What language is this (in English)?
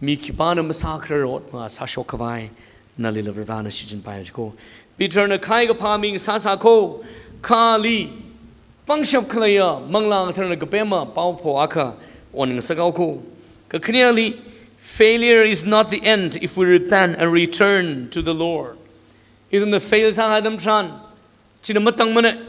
Tangkhul Naga (India)